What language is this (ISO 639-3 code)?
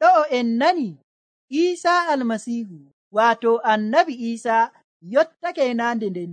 fuv